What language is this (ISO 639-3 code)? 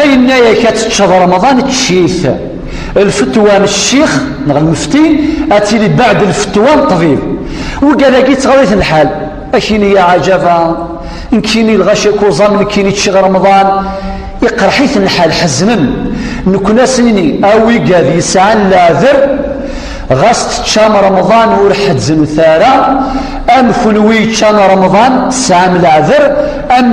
kab